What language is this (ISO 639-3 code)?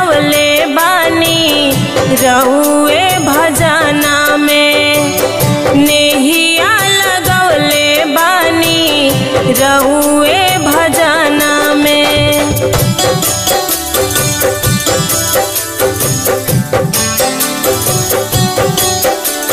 bho